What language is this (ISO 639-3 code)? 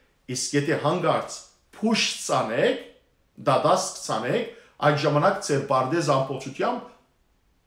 hyw